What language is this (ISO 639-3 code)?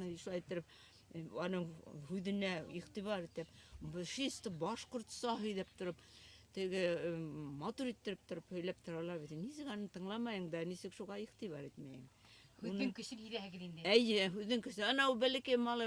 bak